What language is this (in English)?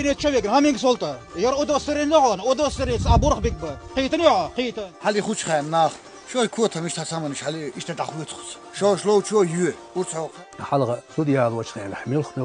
Chechen